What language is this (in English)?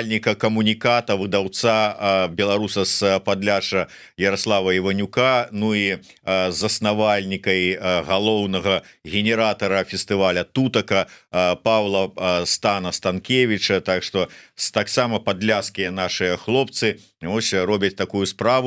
Belarusian